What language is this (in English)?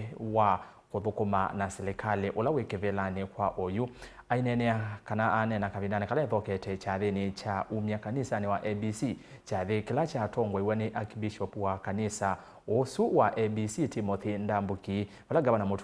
Kamba